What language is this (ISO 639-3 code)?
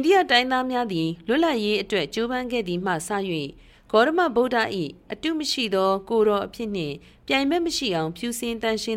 mya